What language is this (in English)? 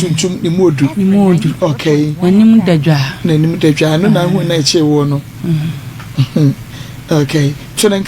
Akan